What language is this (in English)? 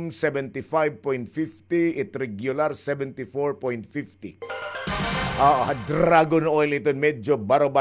Waray